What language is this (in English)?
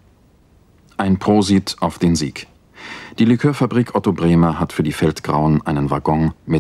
German